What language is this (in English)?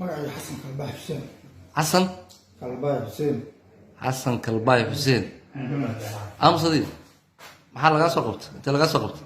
Somali